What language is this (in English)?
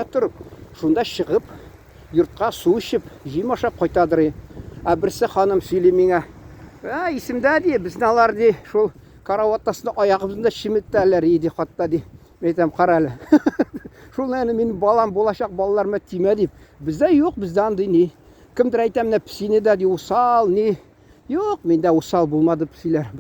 Tatar